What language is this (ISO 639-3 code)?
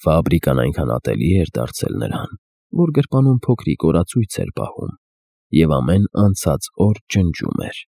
hye